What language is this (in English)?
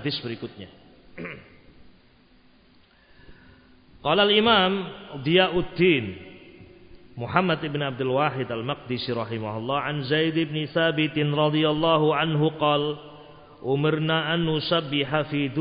Indonesian